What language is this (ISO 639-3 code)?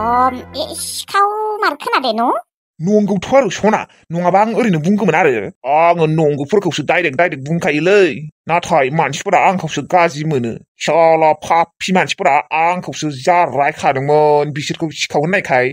brx